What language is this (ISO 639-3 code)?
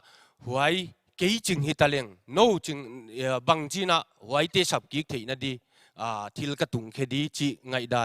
pck